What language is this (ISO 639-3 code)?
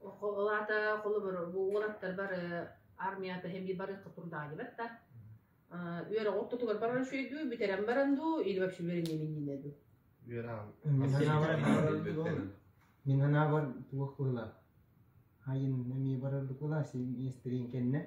sah